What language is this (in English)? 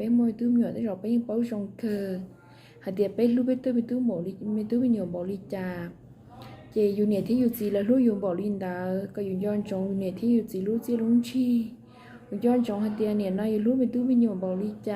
Hmong